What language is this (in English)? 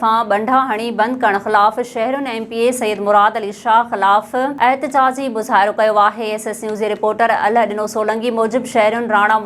Sindhi